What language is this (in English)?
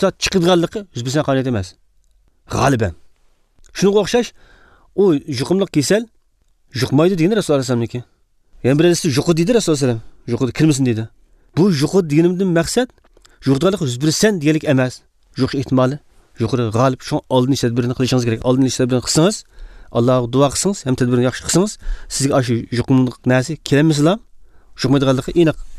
Uyghur